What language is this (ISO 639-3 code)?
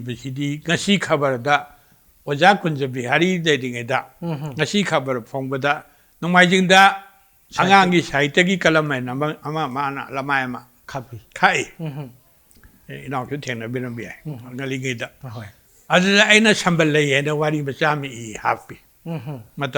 mni